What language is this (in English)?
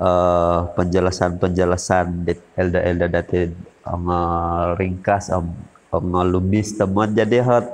Central Dusun